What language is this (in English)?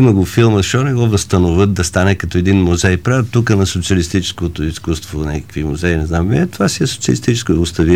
Bulgarian